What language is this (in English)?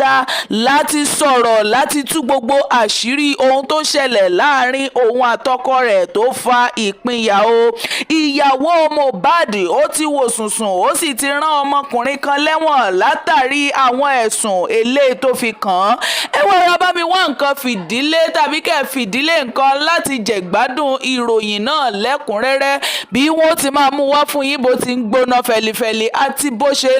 Yoruba